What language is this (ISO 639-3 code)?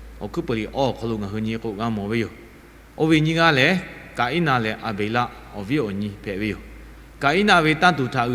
lhu